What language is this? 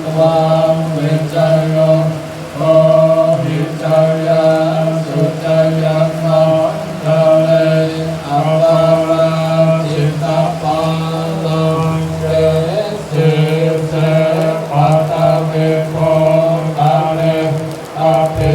Pali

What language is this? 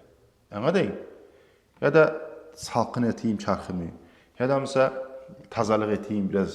Kumyk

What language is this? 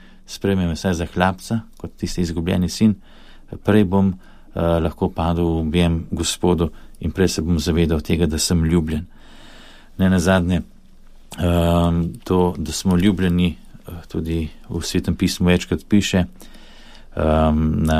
Slovenian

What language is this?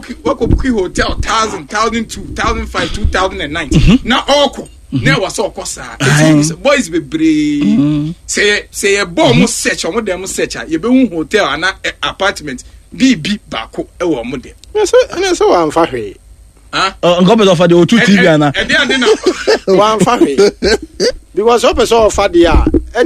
Akan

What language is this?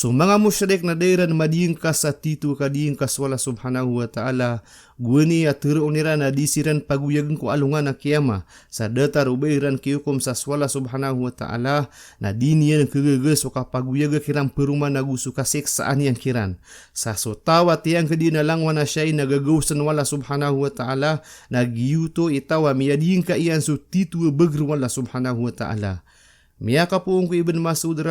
Maranao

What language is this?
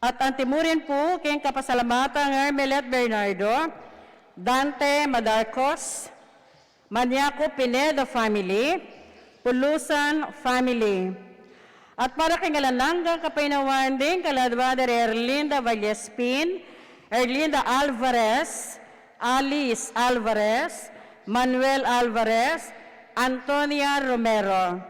Pampanga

